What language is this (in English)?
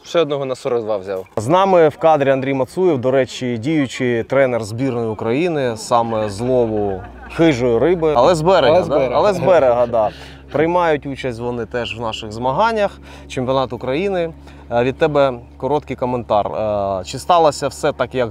Ukrainian